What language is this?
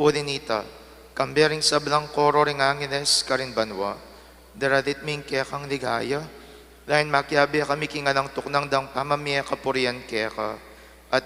Pampanga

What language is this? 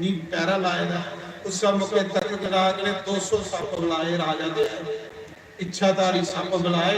Dogri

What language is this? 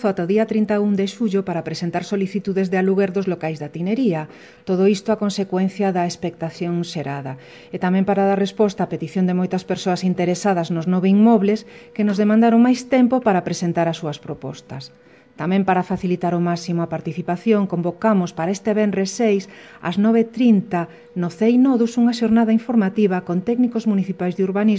Galician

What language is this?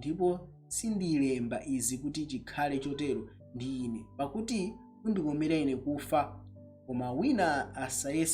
Nyanja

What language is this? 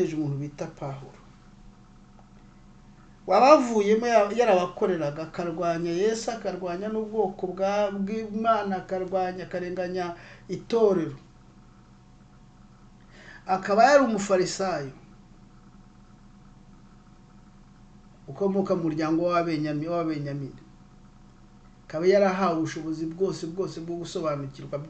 Kinyarwanda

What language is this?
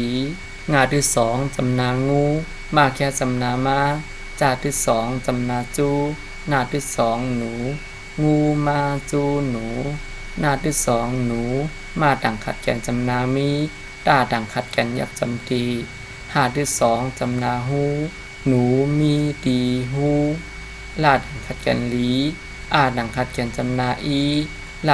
Shan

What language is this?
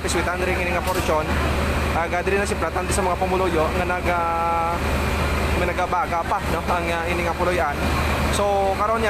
Hiligaynon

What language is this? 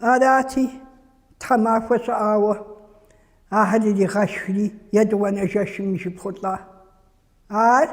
Kabardian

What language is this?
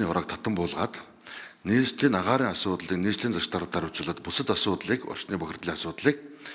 Mongolian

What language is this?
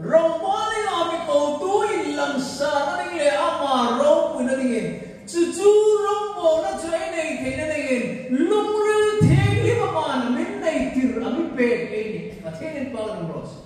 Hmar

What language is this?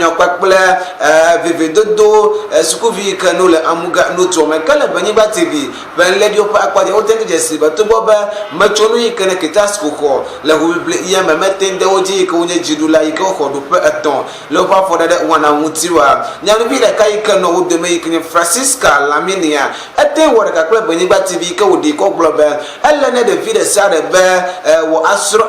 Ewe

